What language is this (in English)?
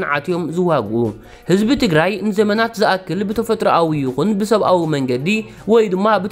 Tigrinya